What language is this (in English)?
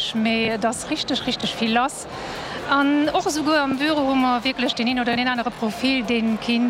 Luxembourgish